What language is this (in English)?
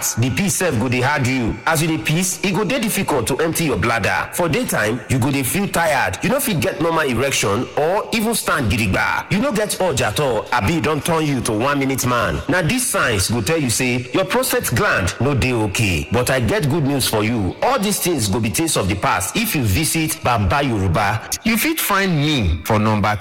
Nigerian Pidgin